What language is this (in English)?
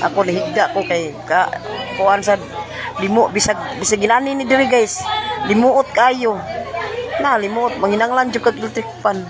Cebuano